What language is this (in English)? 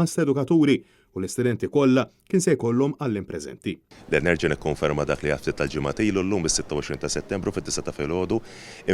Maltese